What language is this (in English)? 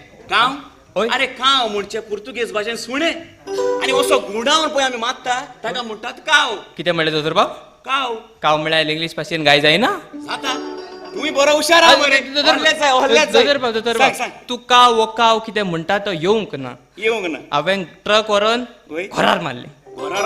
Konkani